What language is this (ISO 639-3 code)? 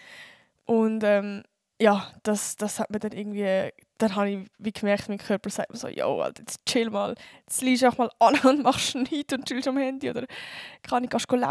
gsw